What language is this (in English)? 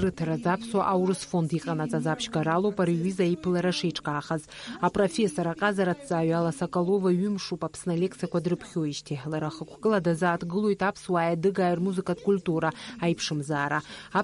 Abkhazian